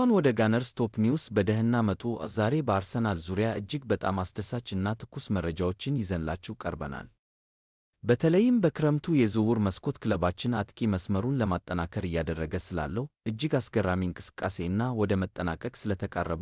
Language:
Amharic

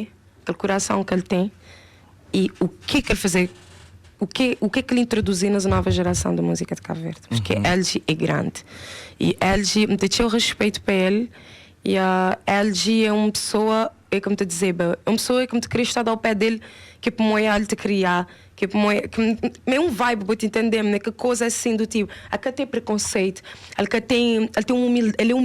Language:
Kabuverdianu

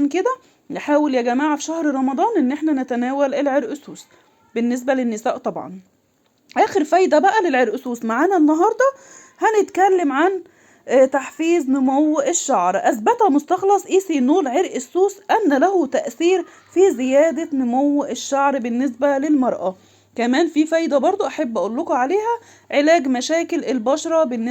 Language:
Egyptian Arabic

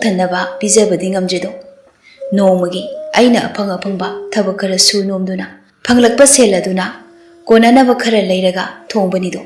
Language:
Manipuri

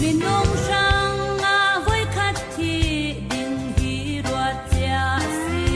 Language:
Falam Chin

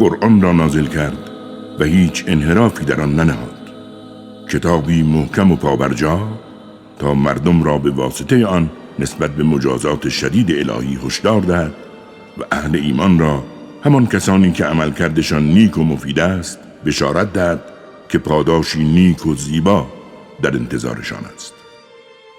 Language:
Tajik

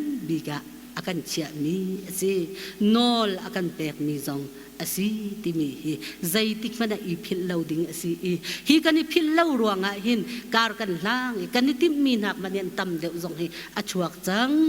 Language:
Hakha Chin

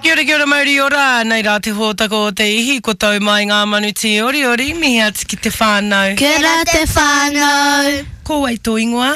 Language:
Māori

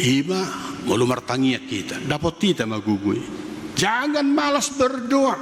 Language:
Batak Toba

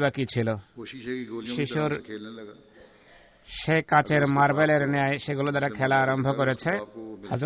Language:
Bangla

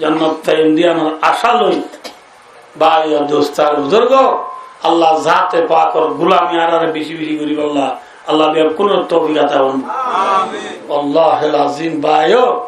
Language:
Rohingya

